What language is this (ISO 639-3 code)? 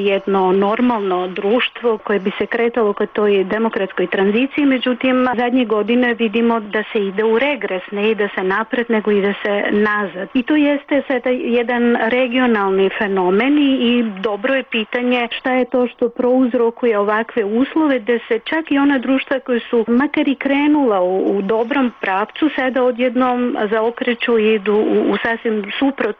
srp